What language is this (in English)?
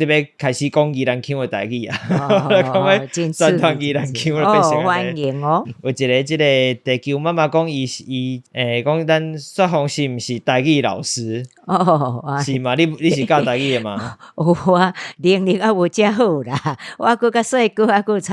Min Nan Chinese